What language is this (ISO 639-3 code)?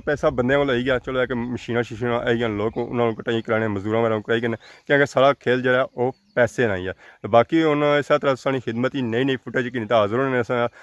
phr